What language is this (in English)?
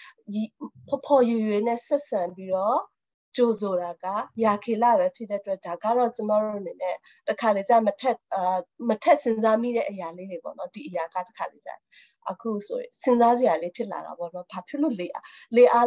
Burmese